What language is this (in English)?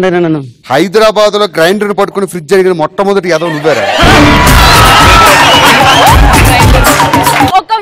Telugu